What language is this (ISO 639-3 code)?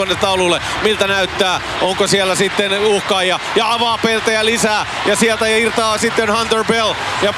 fin